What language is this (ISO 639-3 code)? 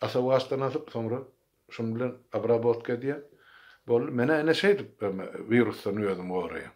tuk